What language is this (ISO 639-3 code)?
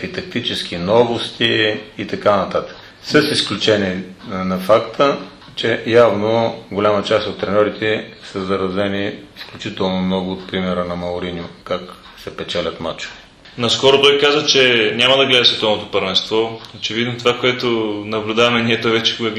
bul